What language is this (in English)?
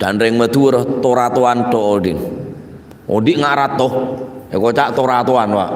Madurese